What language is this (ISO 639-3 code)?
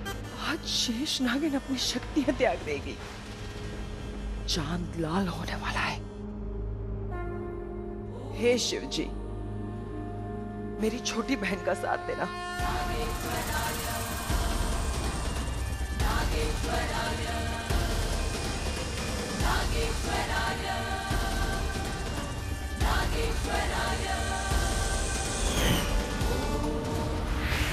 hin